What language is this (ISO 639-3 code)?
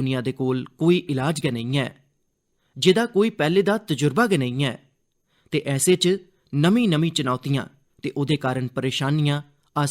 doi